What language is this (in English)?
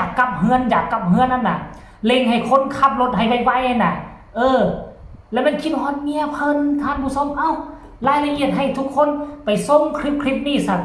Northeastern Thai